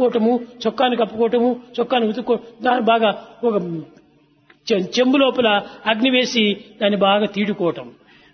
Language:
Telugu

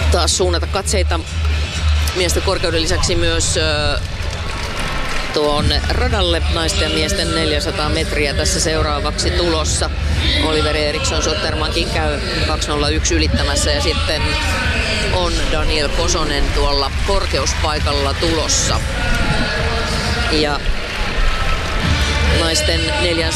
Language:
Finnish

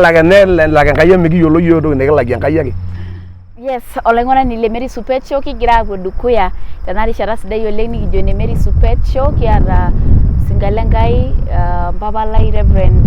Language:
Masai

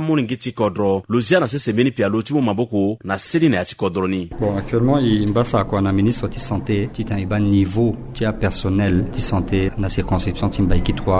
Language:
Sango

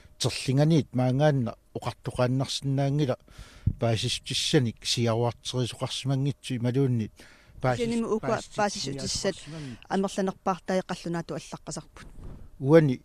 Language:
Kalaallisut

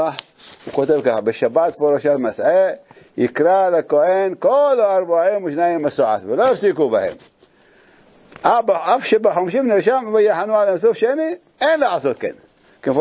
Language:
Hebrew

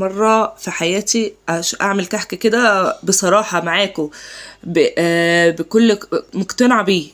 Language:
Egyptian Arabic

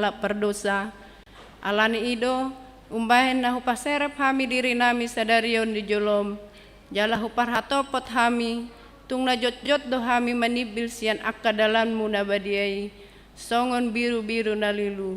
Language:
Batak Toba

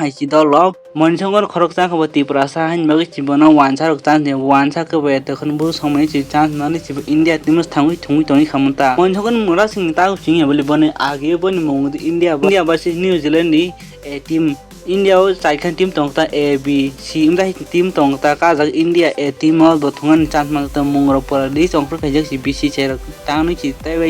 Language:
Kok Borok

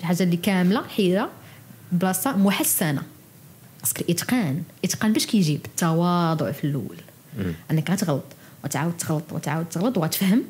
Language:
Moroccan Arabic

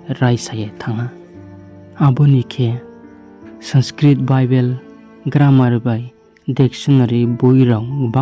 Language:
Riang (India)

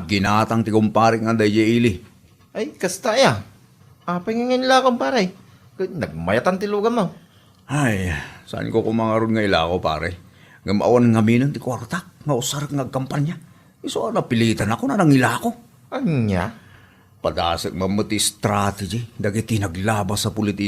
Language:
Iloko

